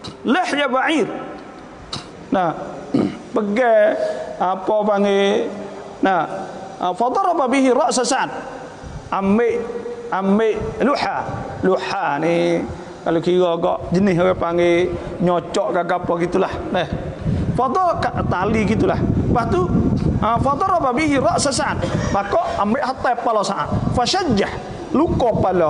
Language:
Malay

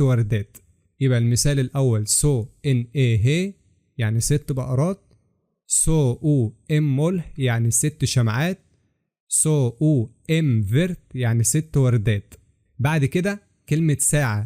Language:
Egyptian Arabic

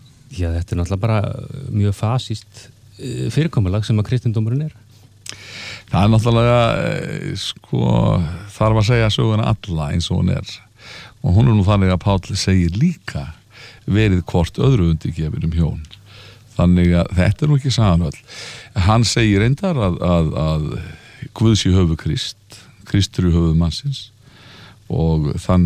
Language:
Icelandic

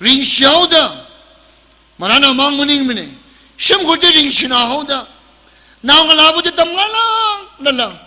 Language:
Tangkhul Naga (India)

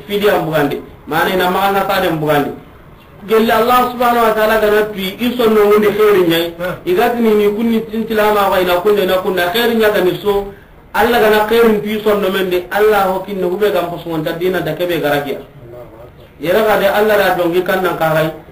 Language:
Soninke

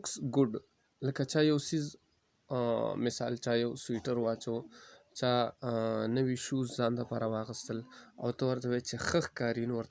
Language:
Pashto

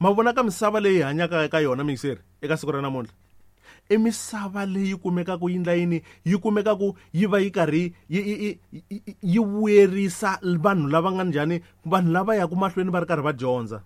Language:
Tsonga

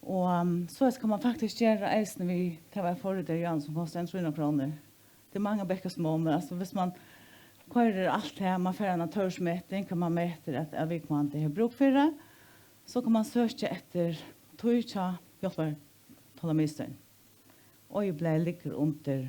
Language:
Faroese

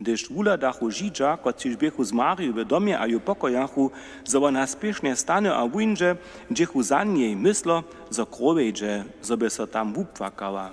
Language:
Upper Sorbian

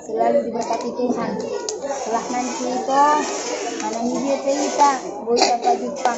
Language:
Batak Toba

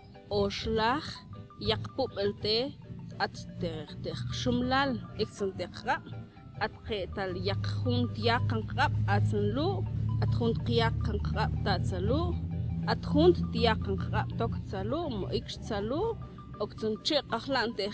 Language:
Mam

